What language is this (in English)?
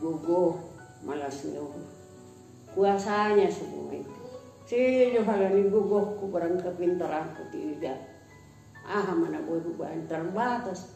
Batak Simalungun